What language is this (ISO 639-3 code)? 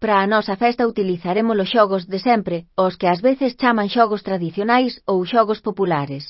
glg